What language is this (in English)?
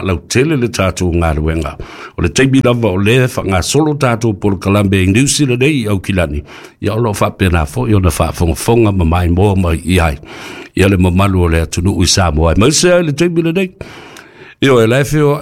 Samoan